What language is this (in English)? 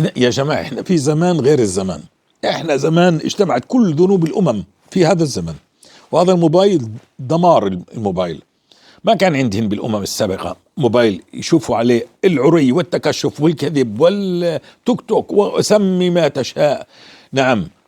North Levantine Arabic